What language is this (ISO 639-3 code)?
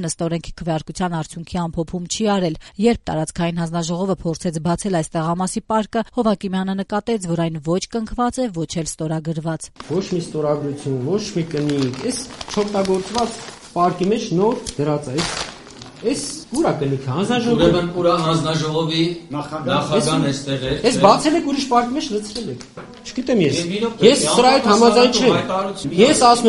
hye